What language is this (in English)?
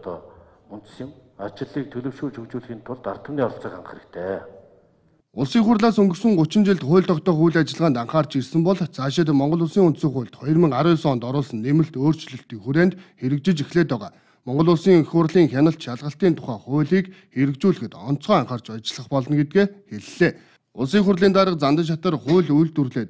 Mongolian